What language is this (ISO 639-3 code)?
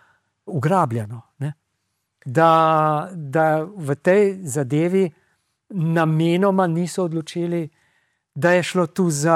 slv